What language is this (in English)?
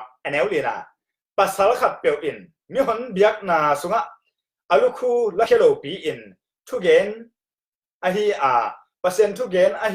Tedim Chin